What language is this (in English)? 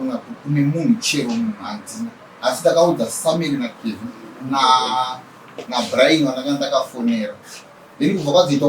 Shona